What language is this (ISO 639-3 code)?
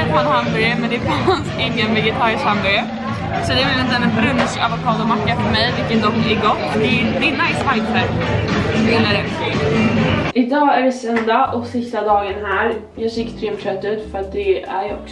swe